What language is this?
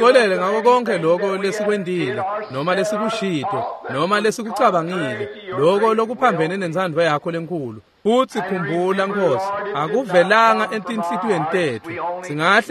Swati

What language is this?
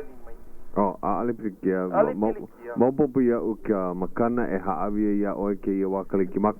Hawaiian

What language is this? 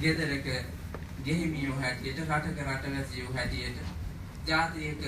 Sinhala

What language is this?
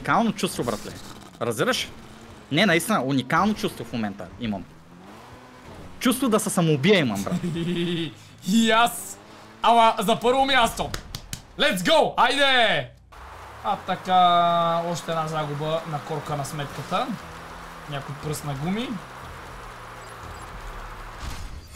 Bulgarian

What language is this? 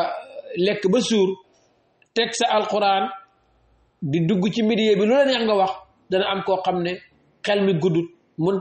Wolof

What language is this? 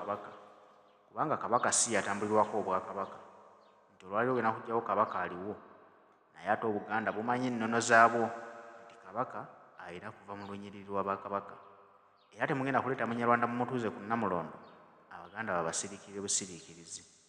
Ganda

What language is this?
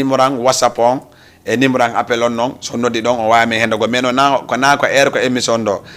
Fula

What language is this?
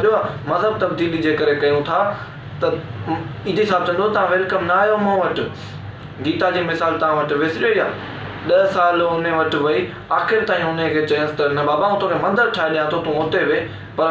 Sindhi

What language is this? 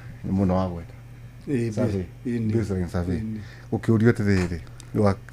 Kikuyu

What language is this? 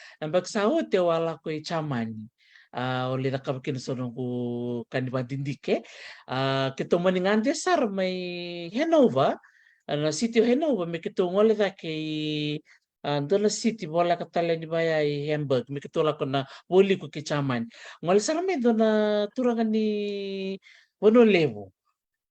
Fijian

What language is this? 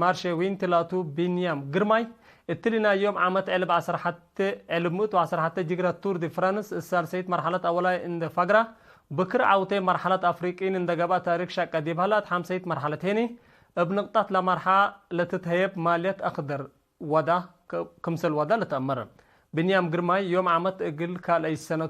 Tigre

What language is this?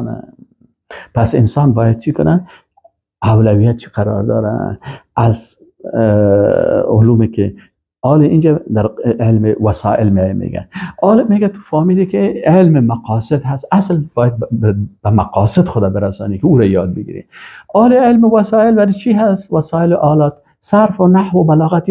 Persian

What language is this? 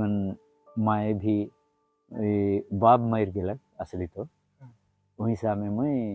Sadri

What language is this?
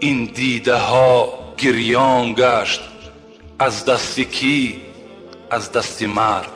Tajik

